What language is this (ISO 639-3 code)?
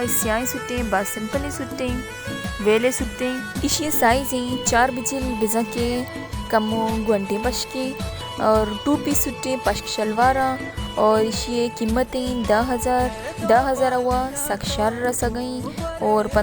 bal